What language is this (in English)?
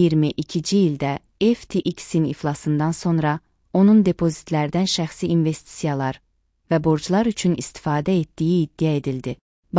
Azerbaijani